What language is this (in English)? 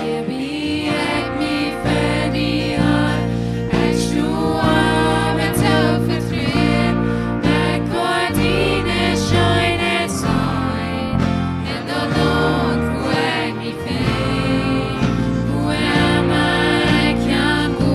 Plautdietsch